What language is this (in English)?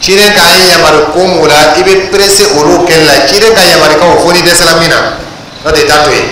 Dyula